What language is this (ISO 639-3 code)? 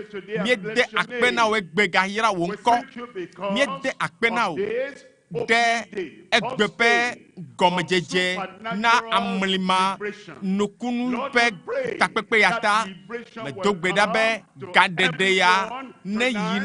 ewe